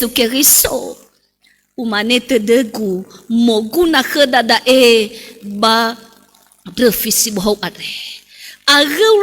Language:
Nias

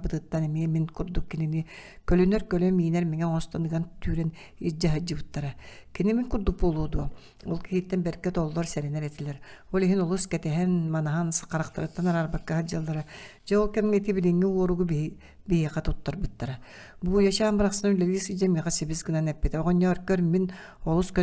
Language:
Yakut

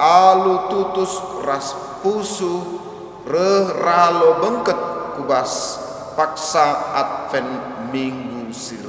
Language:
Batak Karo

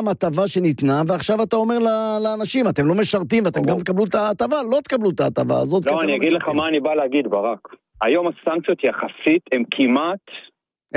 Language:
Hebrew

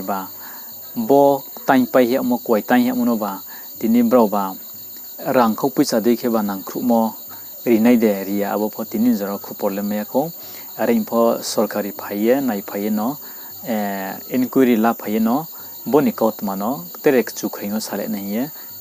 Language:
Riang (India)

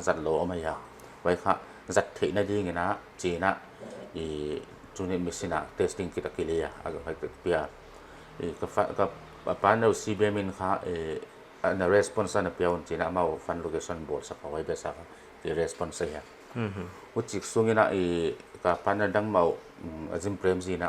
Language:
Paite Chin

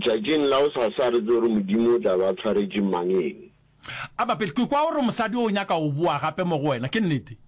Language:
Northern Sotho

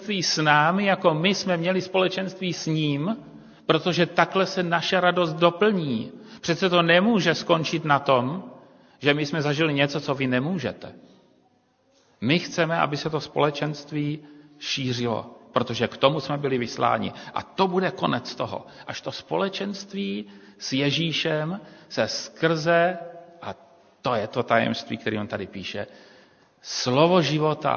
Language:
Czech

